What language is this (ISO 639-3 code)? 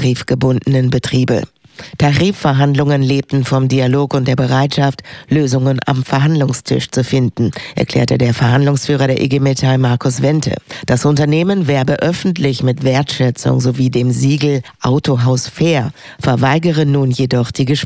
deu